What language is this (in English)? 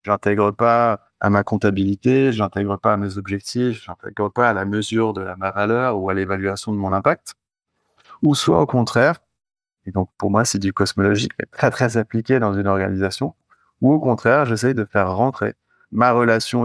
French